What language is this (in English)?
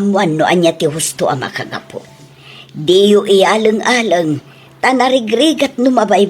Iloko